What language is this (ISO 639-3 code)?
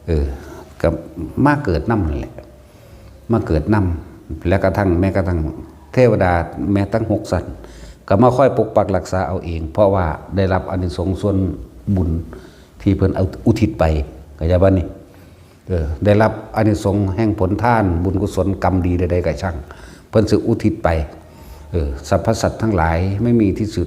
tts